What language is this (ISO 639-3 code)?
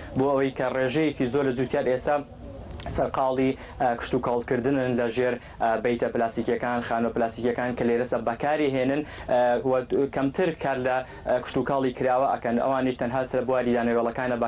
ckb